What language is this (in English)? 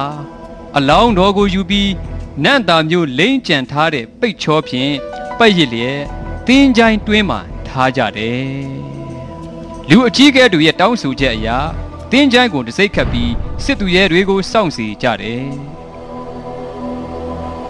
Burmese